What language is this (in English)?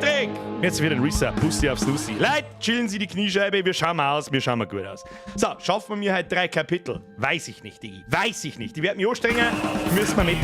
Bavarian